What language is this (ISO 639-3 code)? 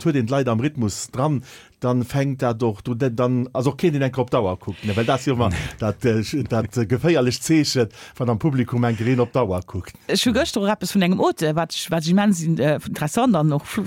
ltz